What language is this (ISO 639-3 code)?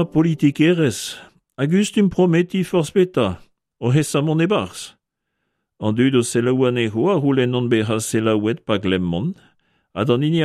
bre